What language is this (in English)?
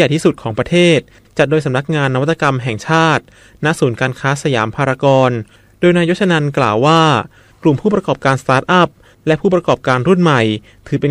Thai